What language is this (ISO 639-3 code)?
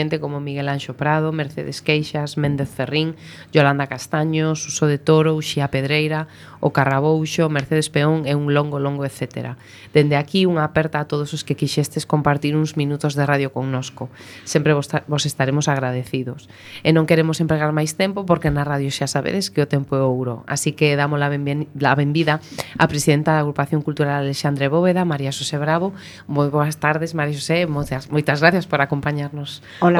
glg